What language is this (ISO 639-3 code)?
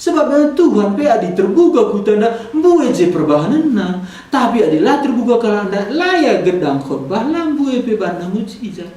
btx